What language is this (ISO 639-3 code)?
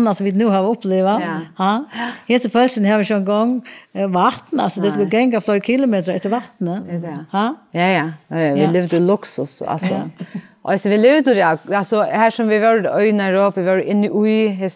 fao